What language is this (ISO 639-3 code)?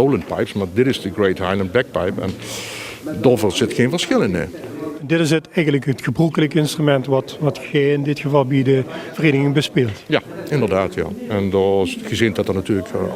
lim